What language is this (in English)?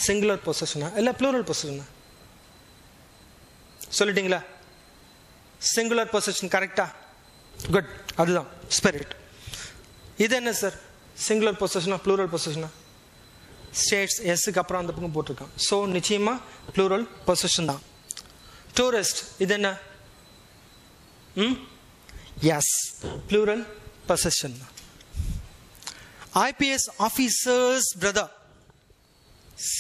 Tamil